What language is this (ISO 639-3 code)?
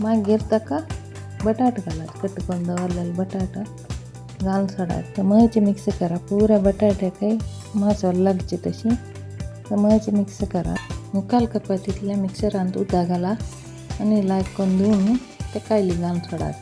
kok